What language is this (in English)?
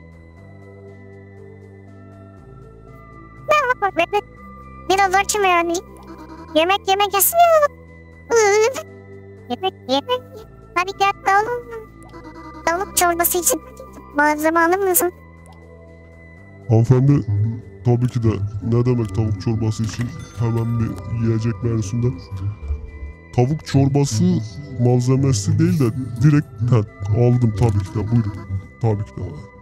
Turkish